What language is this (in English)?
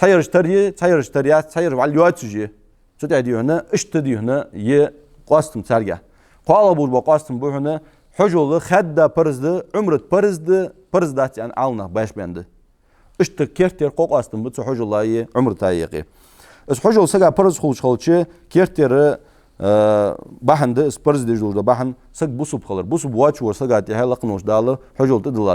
Ingush